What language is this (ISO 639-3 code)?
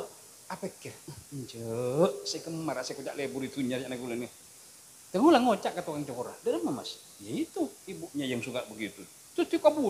mad